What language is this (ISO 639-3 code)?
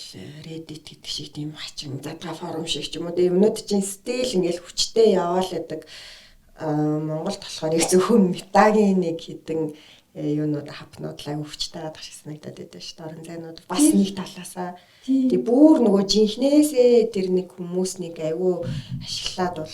mon